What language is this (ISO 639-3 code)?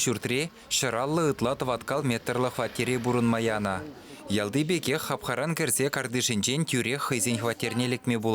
chv